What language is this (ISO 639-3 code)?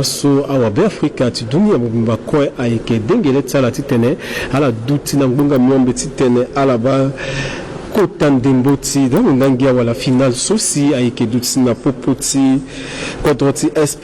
sag